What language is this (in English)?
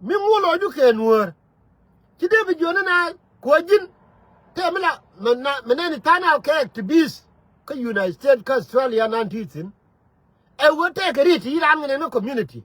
Nuer